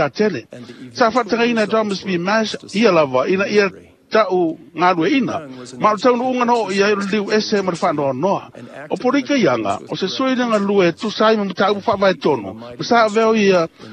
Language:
Samoan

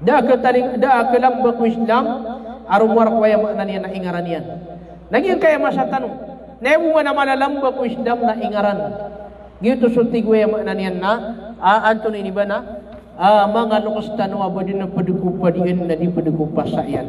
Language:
Maranao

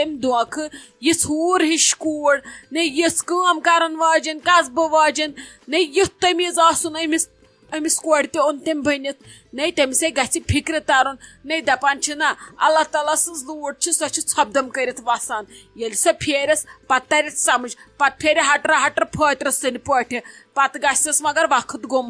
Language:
Kashmiri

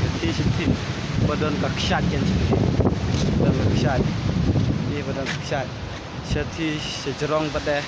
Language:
Khasi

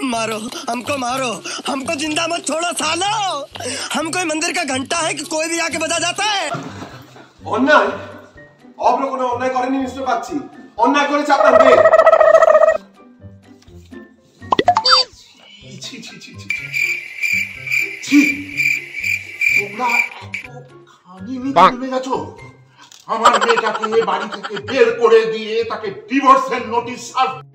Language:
Bangla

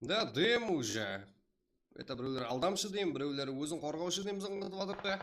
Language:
Kara-Kalpak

